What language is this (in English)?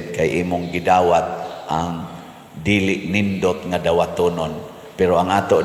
Cebuano